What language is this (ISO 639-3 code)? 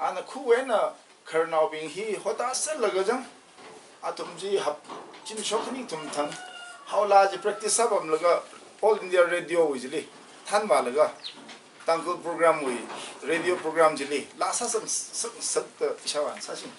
nmf